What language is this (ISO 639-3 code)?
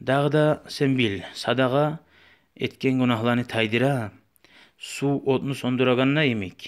kum